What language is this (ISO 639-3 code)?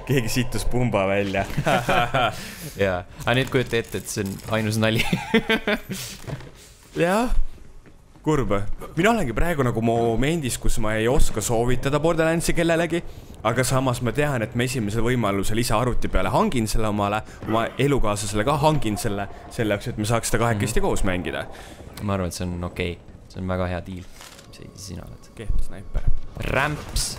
est